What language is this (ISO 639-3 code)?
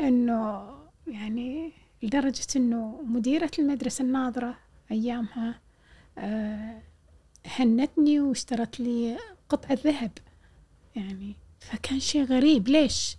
afb